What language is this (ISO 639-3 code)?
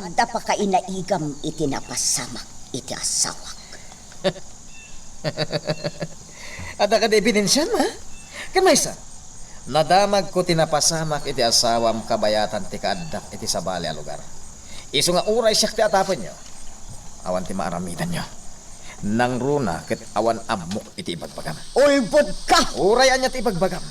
ilo